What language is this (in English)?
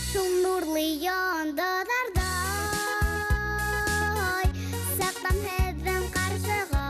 Bashkir